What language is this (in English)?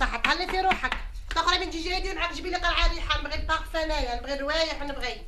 Algerian Arabic